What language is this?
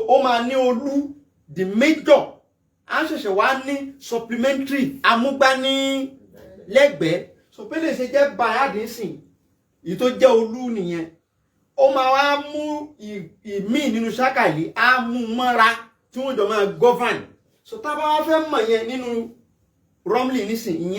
Yoruba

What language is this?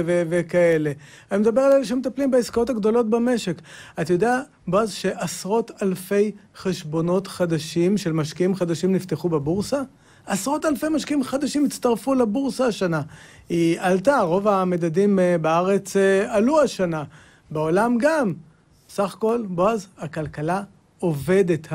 Hebrew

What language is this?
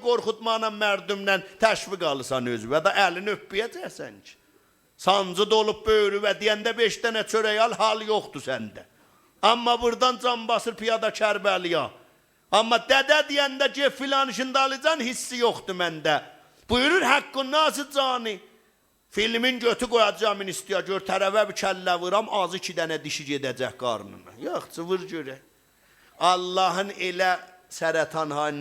South Azerbaijani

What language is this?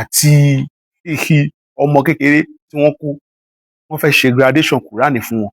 Yoruba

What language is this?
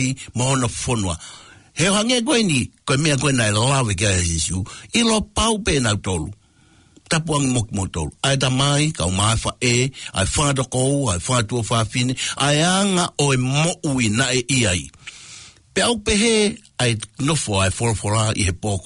Tongan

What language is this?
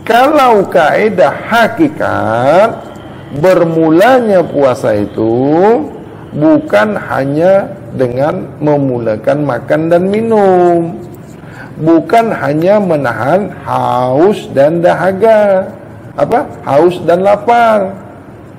Malay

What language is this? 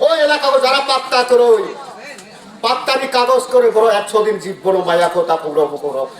Kok Borok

